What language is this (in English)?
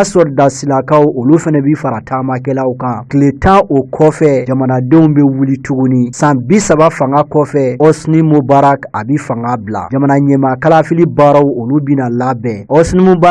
Bambara